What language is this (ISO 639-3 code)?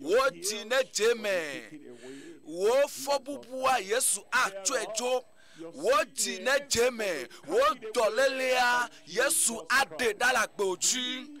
ewe